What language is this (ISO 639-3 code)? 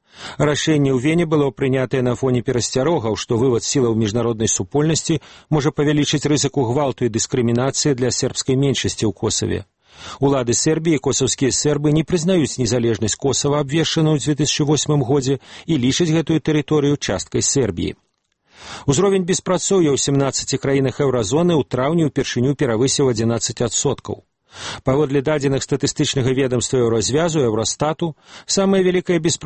bel